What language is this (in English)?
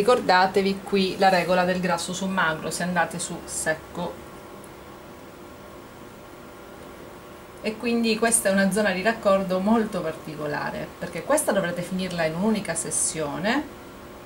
Italian